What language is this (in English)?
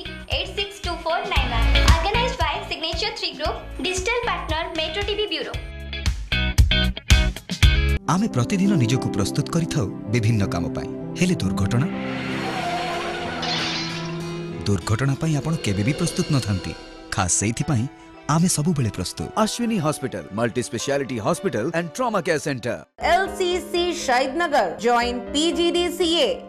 Odia